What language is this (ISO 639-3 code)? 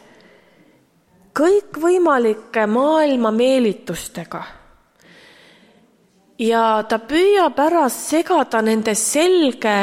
est